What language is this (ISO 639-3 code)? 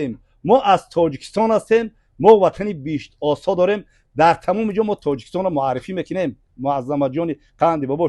tgk